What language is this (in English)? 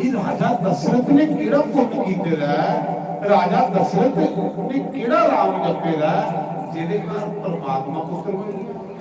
Dogri